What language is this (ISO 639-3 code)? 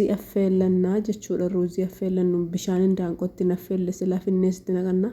orm